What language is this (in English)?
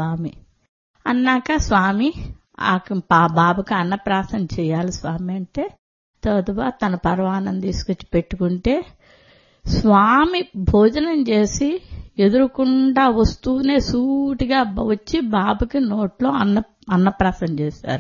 Telugu